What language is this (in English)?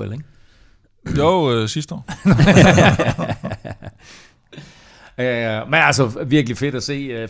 Danish